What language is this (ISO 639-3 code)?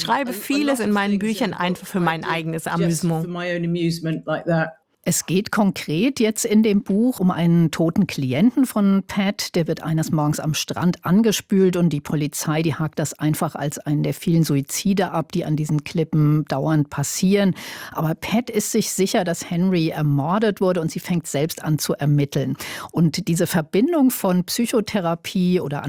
deu